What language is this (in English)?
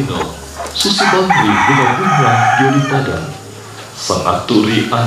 Toraja-Sa'dan